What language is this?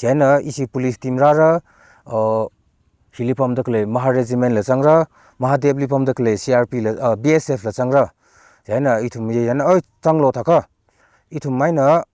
Tangkhul Naga (India)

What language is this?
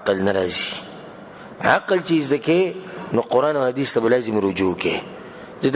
Pashto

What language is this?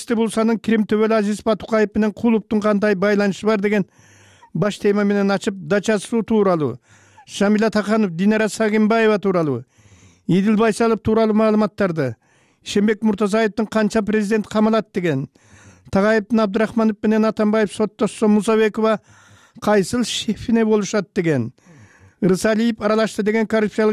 Kyrgyz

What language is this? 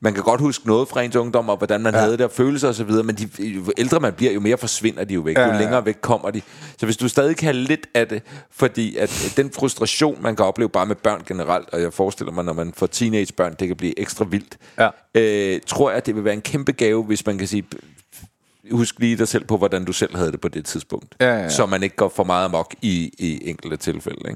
Danish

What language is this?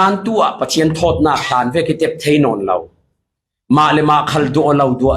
Falam Chin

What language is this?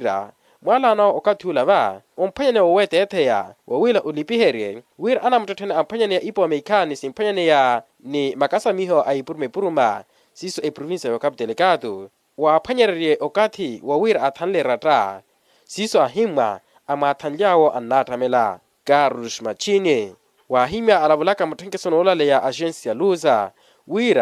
Makhuwa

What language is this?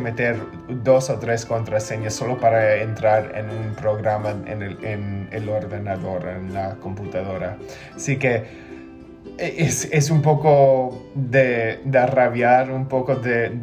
Ladino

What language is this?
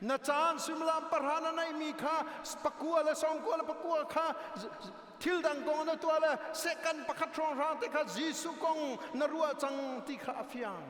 Hakha Chin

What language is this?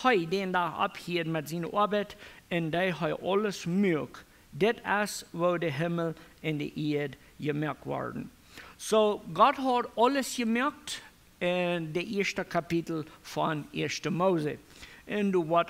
Plautdietsch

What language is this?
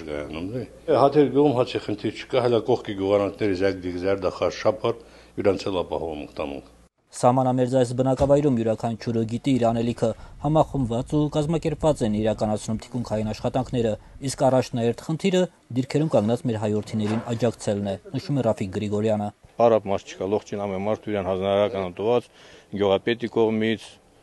Armenian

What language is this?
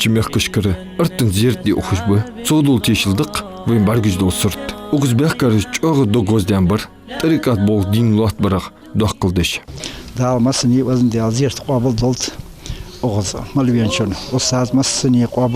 Ingush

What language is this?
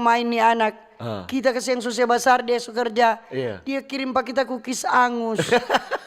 Manado Malay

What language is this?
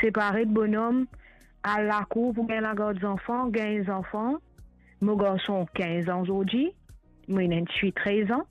Morisyen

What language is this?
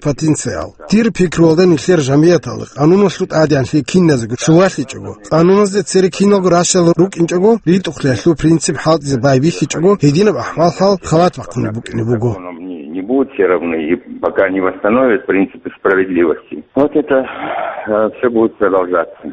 Avaric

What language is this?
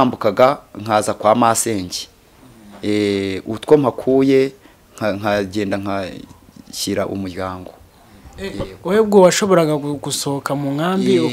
Kinyarwanda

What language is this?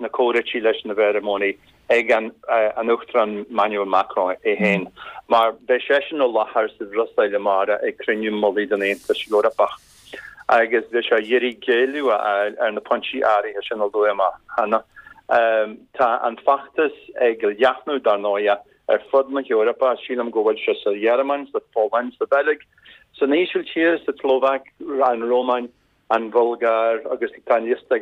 Irish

